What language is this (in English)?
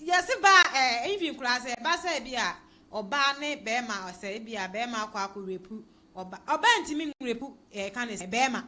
Akan